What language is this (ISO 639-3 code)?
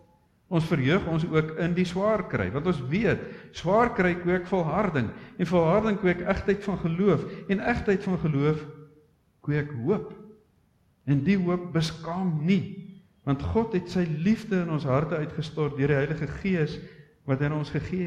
afr